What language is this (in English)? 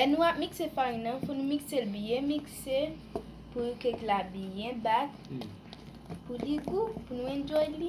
Haitian Creole